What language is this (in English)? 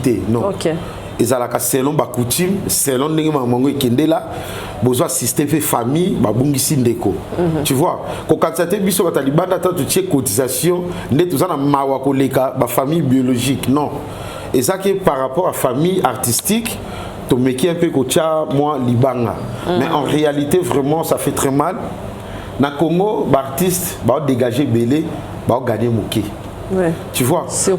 Lingala